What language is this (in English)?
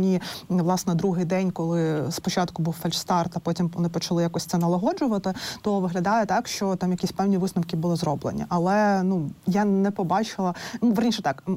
Ukrainian